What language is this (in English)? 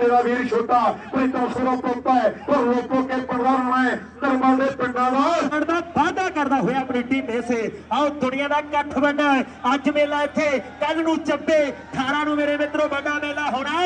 Punjabi